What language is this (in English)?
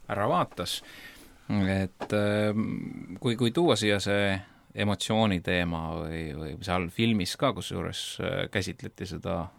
Estonian